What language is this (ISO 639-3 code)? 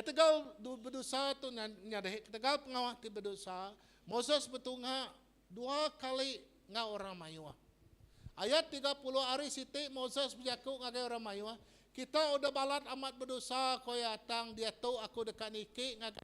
iba